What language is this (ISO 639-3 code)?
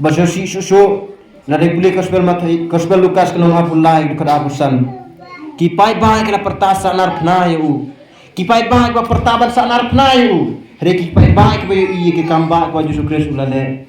kha